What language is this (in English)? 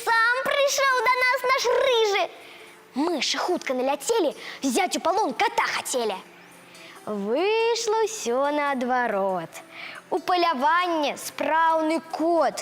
Belarusian